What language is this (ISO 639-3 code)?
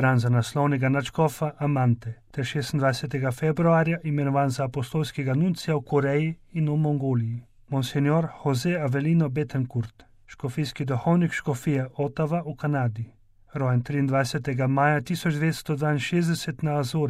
slv